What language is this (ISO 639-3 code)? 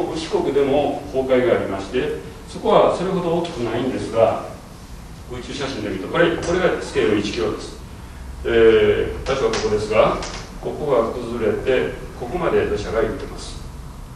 jpn